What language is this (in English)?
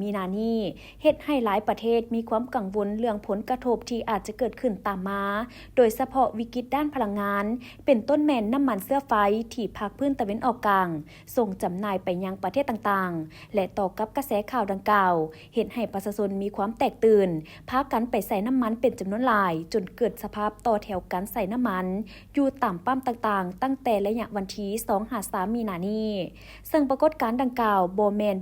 Lao